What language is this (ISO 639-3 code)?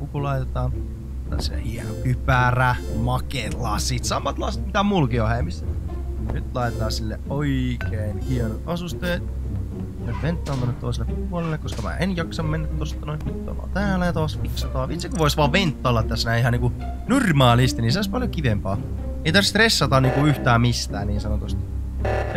fin